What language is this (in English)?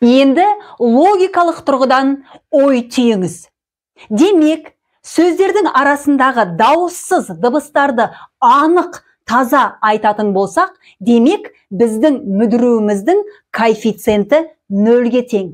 Kazakh